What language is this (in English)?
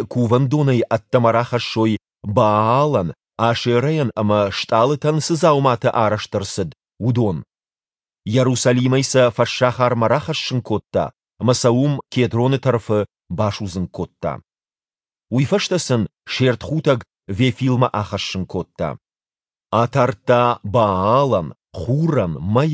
Ossetic